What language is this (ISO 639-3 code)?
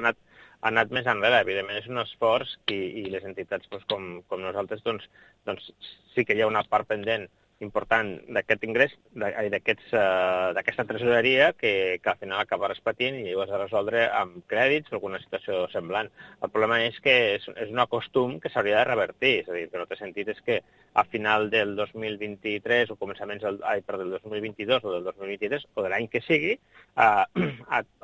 cat